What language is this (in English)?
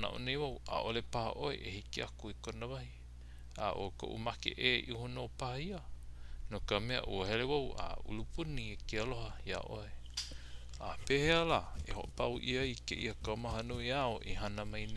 Hawaiian